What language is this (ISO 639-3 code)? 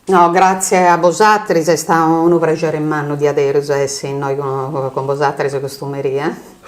srd